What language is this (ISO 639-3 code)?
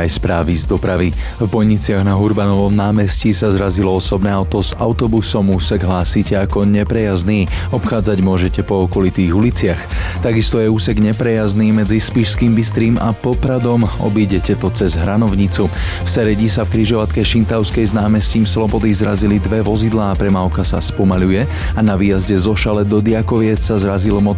slk